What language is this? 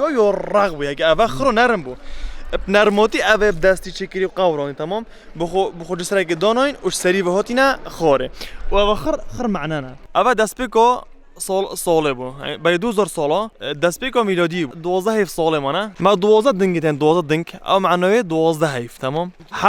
Kurdish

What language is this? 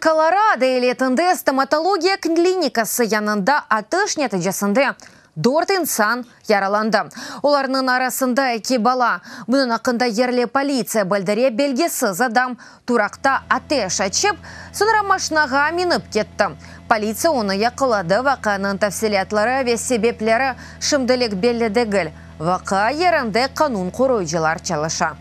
Crimean Tatar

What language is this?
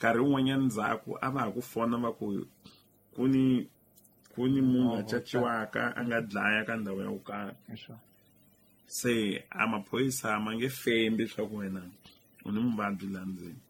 Tsonga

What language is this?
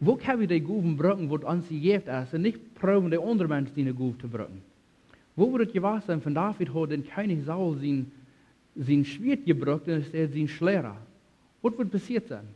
Plautdietsch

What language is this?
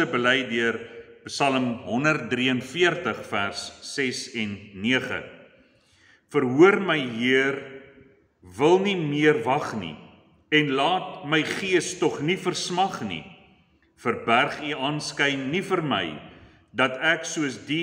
Afrikaans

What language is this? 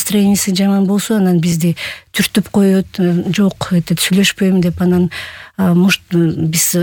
Kyrgyz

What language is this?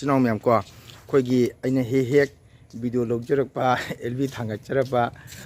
Manipuri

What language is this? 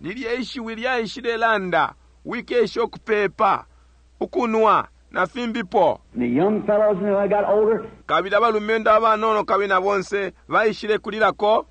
Bemba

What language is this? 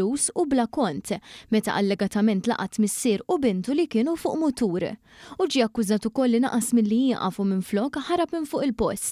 Maltese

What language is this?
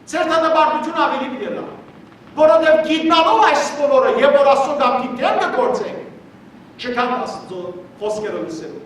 Western Armenian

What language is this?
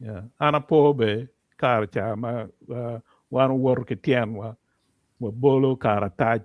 Acoli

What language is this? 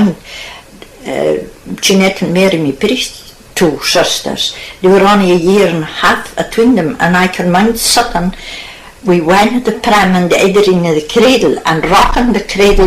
Scots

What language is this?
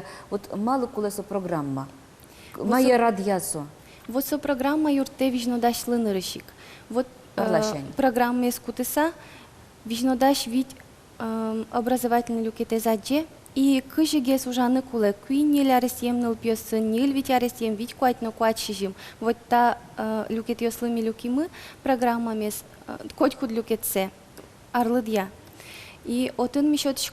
Udmurt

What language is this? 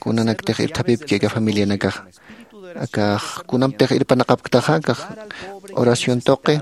Aymara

